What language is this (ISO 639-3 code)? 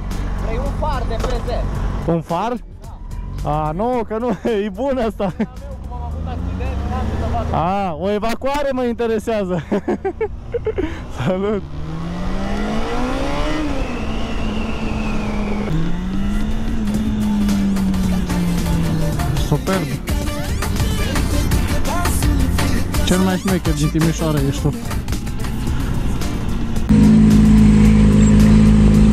ron